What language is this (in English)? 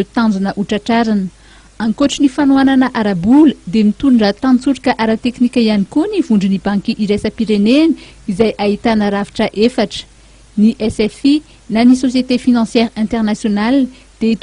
Malagasy